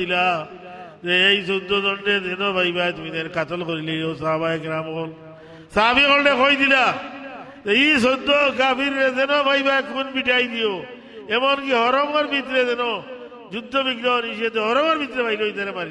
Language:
Sylheti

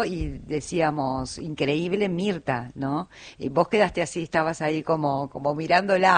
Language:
Spanish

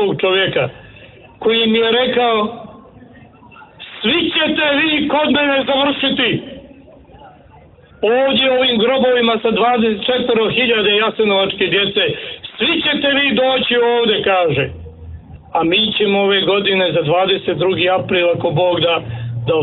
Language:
Serbian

